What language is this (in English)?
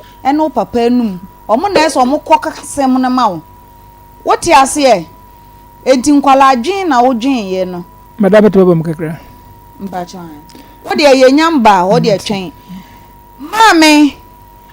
Akan